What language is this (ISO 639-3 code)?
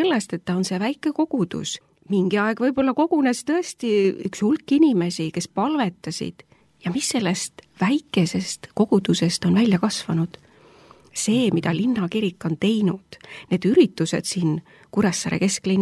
est